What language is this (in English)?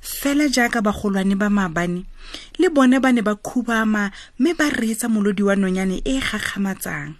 Tswana